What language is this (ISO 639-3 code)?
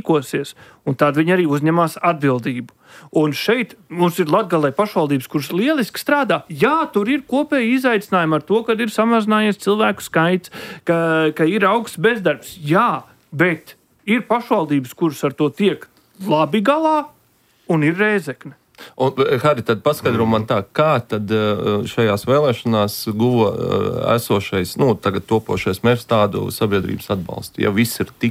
lav